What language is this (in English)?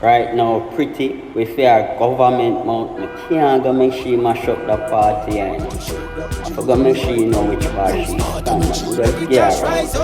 Jamaican Creole English